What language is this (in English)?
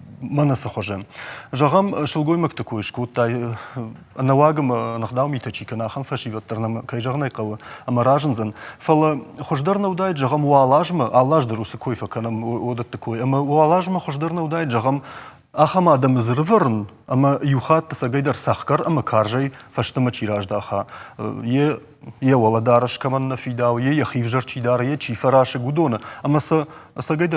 Ossetic